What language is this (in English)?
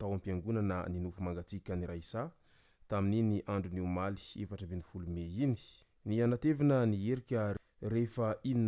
Malagasy